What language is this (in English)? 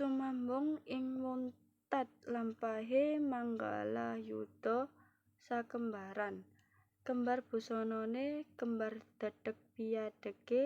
Javanese